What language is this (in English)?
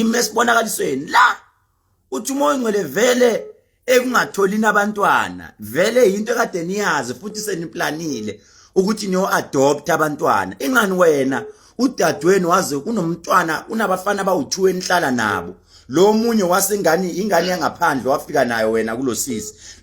Zulu